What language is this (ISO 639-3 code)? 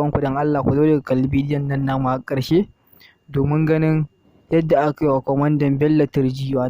hau